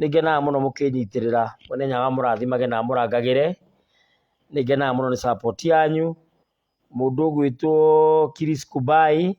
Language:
Kikuyu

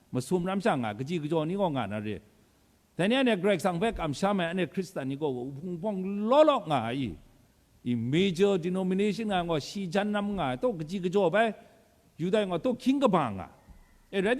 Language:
Kachin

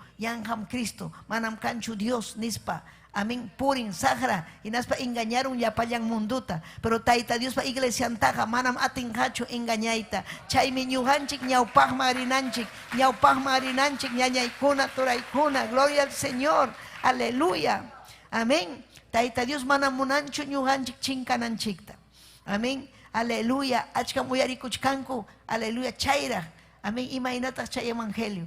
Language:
Ayacucho Quechua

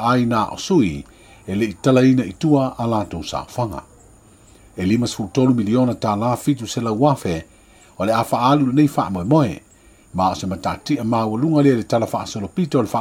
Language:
Samoan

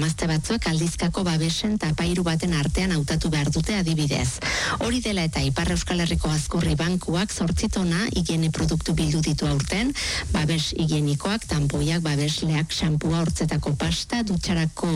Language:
Basque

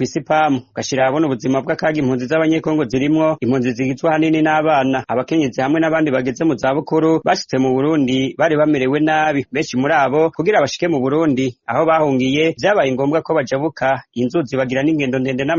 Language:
Rundi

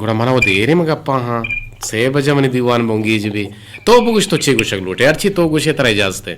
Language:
Eastern Balochi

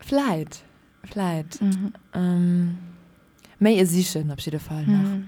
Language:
Luxembourgish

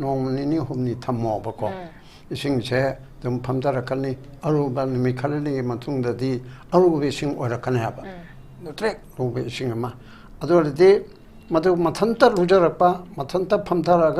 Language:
Manipuri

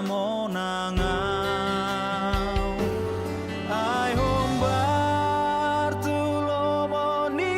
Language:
Batak Toba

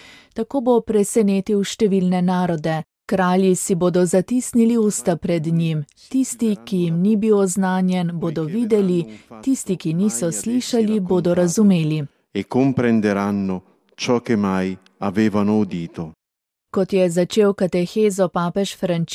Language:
Slovenian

